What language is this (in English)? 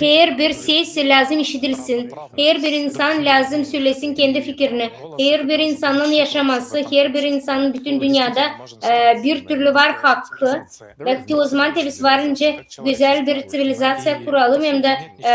Gagauz